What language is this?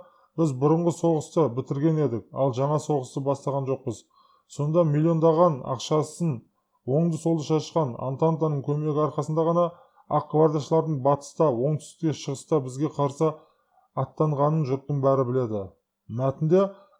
Kazakh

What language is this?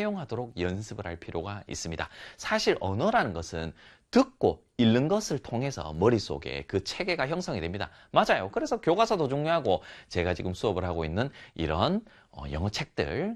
Korean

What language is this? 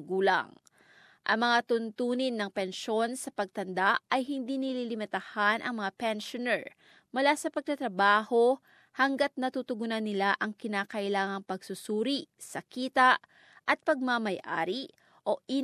Filipino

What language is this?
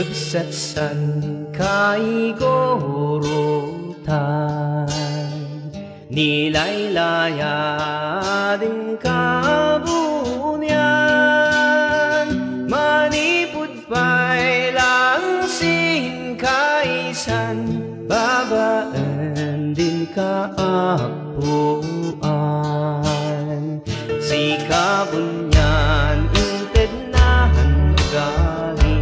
Kankanaey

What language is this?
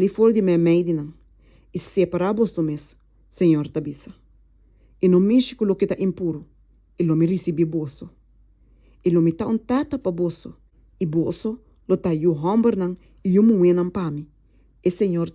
Papiamento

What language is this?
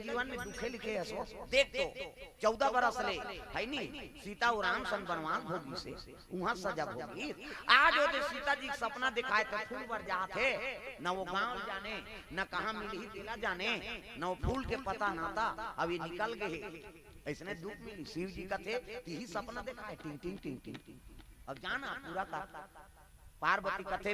Chhattisgarhi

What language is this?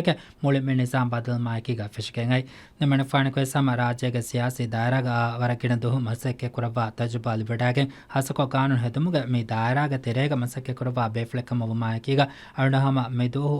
Divehi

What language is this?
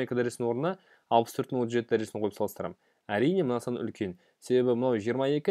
Kazakh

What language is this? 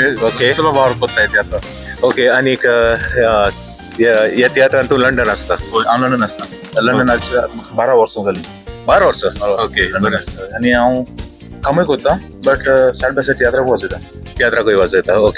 Konkani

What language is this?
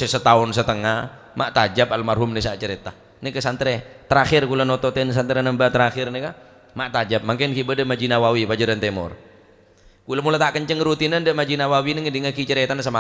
Madurese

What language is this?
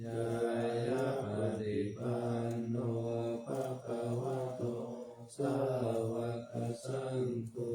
Pali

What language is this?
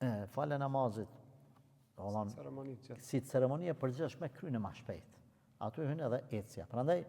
Albanian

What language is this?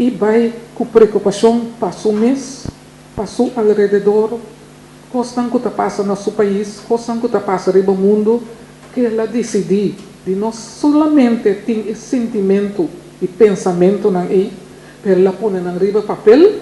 Papiamento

